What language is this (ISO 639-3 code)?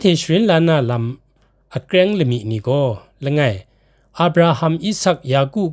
kac